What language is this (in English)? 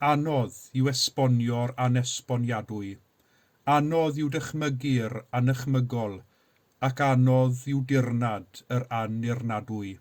Welsh